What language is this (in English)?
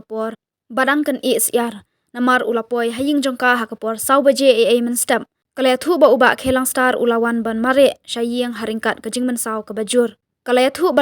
Khasi